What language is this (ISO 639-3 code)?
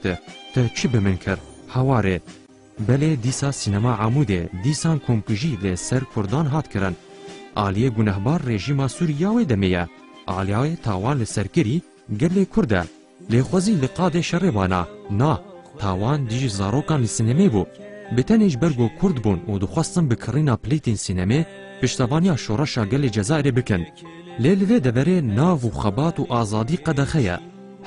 kur